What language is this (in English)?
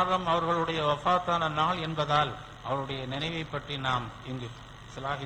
Tamil